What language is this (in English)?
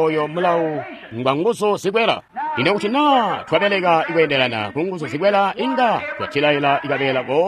Tonga (Zambia)